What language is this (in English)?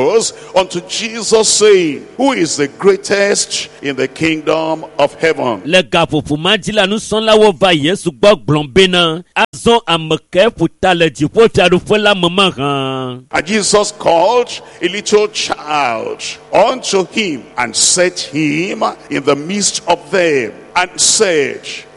Ewe